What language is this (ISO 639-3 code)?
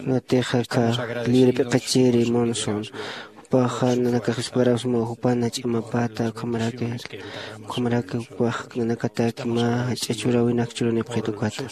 aym